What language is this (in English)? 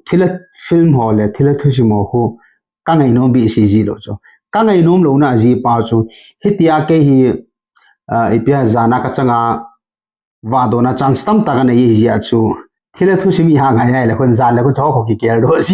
Thado Chin